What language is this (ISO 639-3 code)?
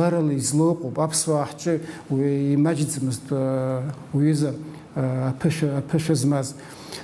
abk